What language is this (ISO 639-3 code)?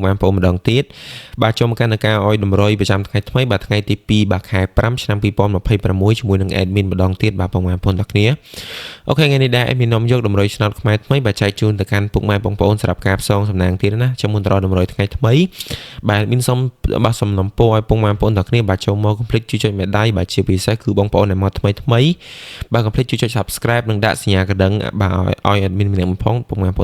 khm